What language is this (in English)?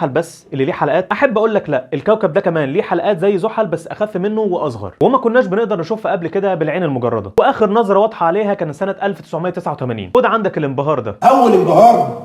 Egyptian Arabic